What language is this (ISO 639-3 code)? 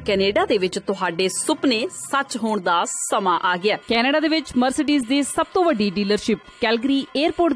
pan